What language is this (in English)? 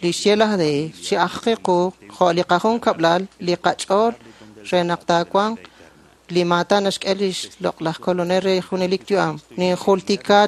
Kekchí